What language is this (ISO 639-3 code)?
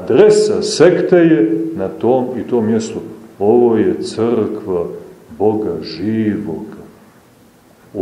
srp